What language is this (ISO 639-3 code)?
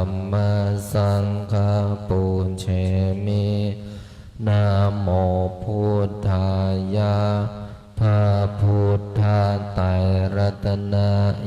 pli